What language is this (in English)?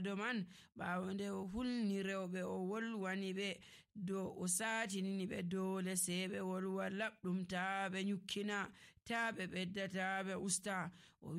Nigerian Fulfulde